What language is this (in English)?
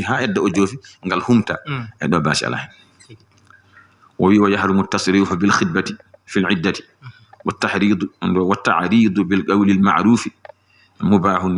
Fula